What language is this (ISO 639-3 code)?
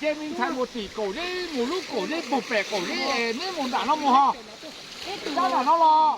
hmn